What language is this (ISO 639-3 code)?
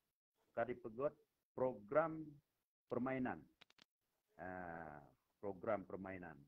ace